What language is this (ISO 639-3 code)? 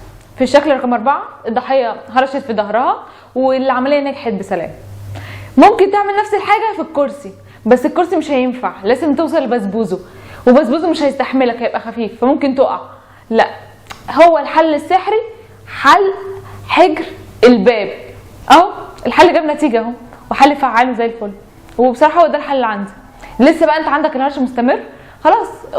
arz